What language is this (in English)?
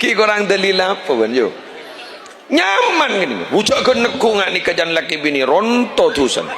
Madurese